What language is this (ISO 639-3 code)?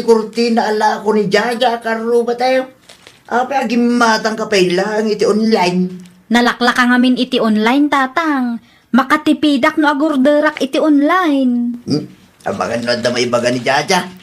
ilo